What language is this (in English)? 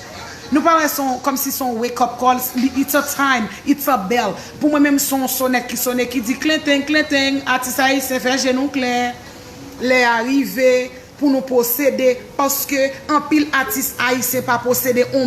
Haitian Creole